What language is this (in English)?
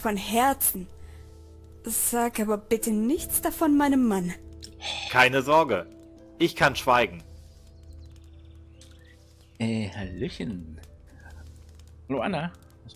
German